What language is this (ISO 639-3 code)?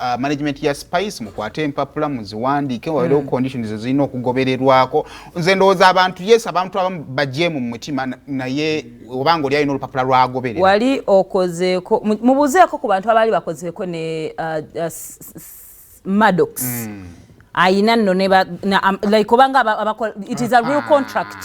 lug